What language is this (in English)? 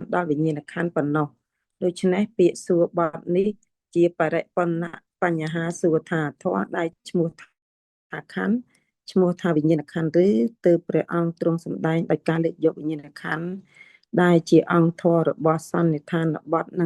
Khmer